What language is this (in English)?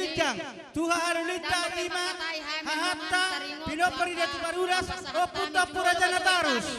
Batak Toba